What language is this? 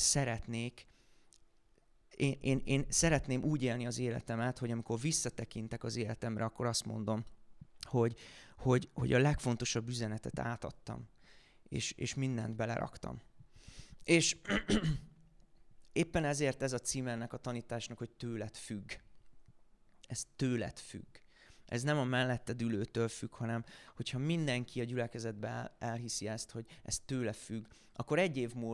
Hungarian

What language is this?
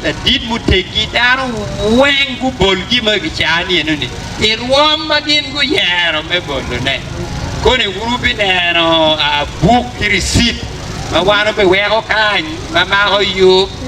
Acoli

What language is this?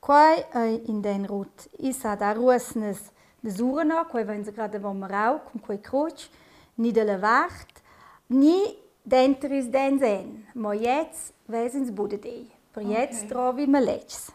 Romansh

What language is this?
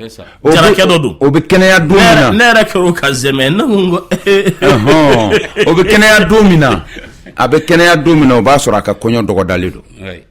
Bambara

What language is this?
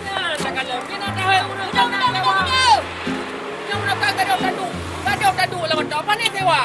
Achinese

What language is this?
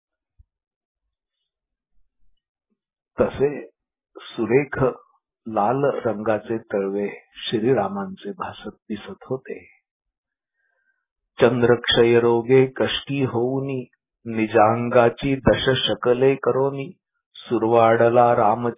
Marathi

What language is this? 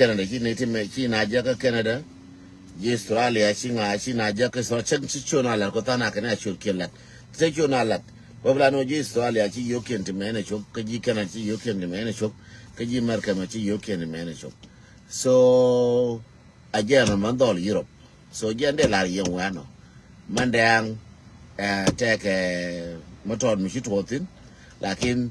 Nuer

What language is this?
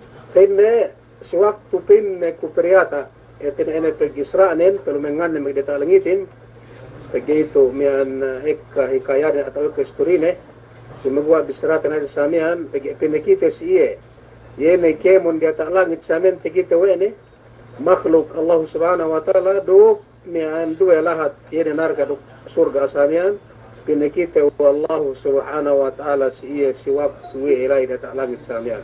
Yakan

